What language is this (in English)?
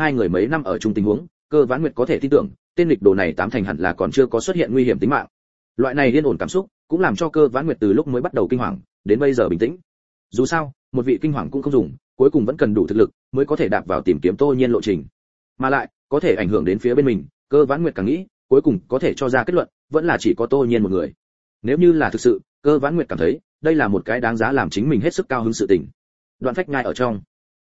Vietnamese